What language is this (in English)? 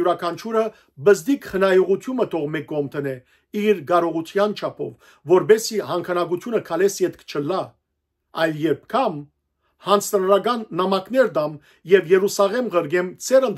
Western Armenian